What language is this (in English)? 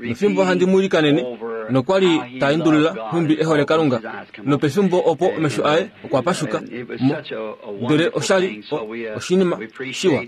Kuanyama